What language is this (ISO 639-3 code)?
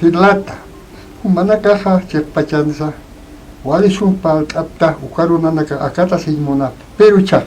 aym